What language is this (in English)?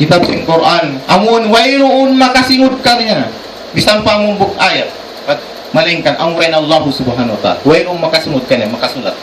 Tausug